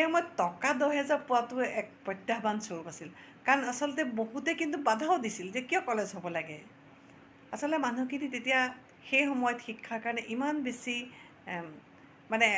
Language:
Assamese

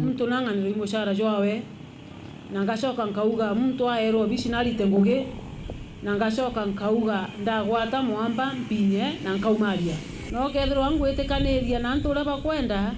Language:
Meru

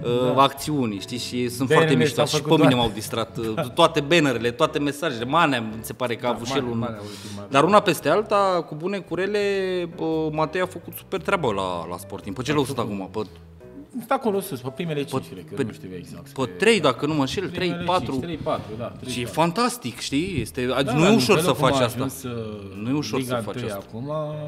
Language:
Romanian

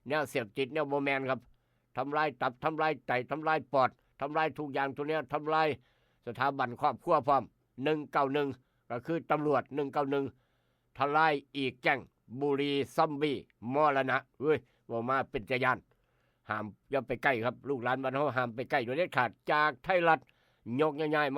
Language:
Northeastern Thai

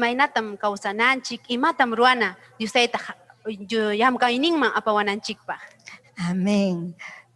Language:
Ayacucho Quechua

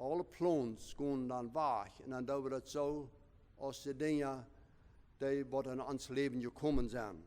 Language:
Plautdietsch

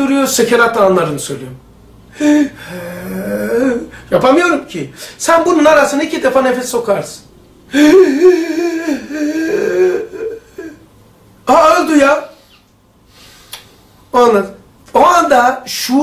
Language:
Turkish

